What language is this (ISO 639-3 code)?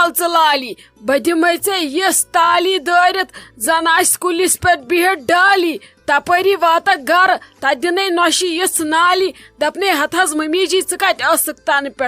kas